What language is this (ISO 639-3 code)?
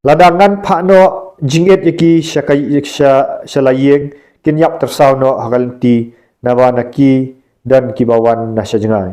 kha